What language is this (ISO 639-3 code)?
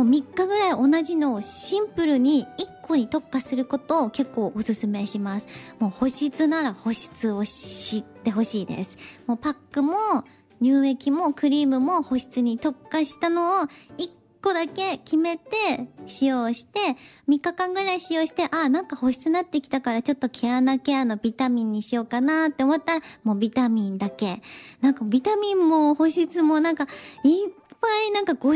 jpn